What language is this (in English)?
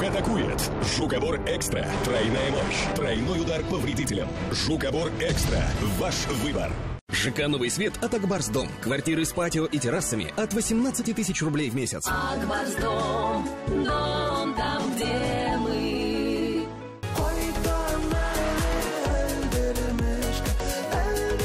Tatar